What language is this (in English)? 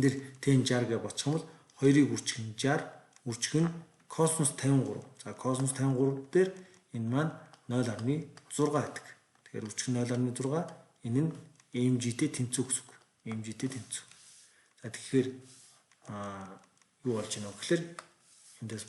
Mongolian